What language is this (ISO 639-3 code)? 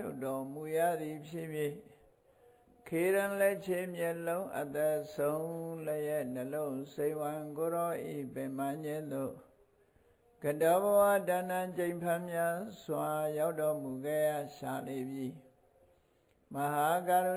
mya